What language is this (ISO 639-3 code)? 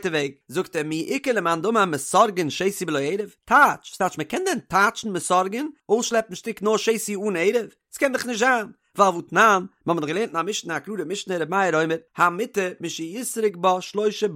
yid